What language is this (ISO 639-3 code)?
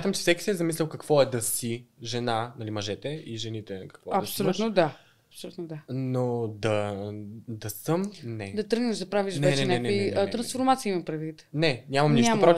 bul